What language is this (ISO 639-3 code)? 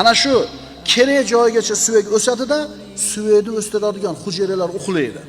uzb